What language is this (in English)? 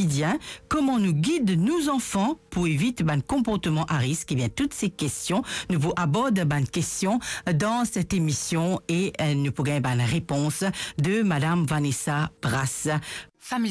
Morisyen